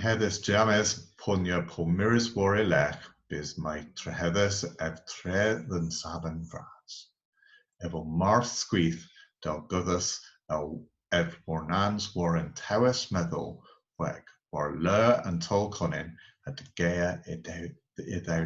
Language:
Cornish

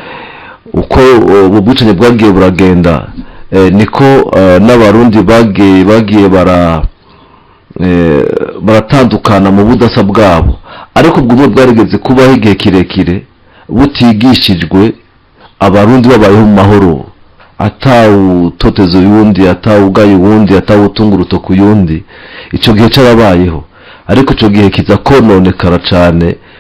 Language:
Rundi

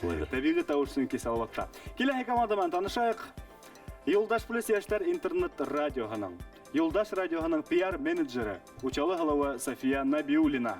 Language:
Bashkir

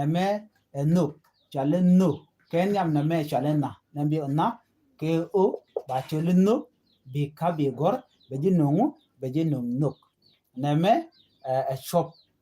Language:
Nuer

